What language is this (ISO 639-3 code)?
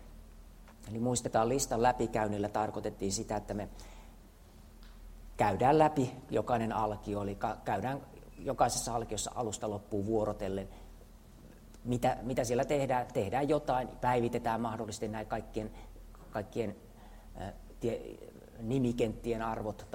fin